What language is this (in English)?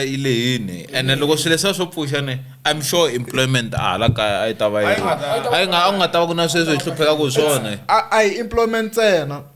Tsonga